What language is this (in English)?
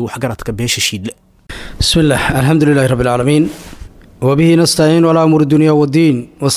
Somali